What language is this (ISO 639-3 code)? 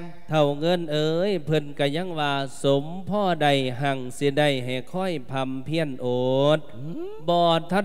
lao